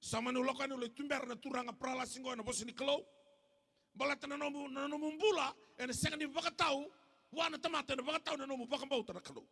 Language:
Fijian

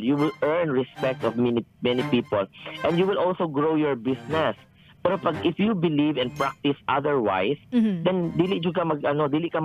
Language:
Cebuano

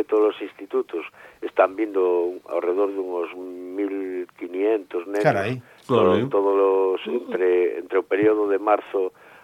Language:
Galician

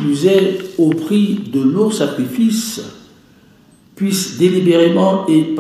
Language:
French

